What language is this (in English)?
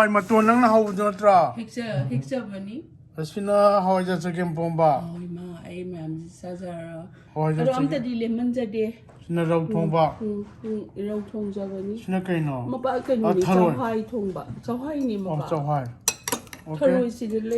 Manipuri